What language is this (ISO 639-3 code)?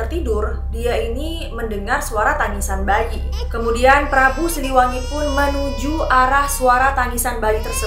ind